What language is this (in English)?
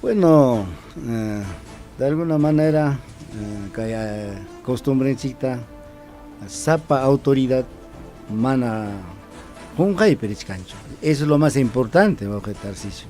Ayacucho Quechua